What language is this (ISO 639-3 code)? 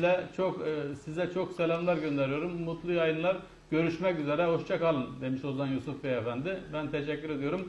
tur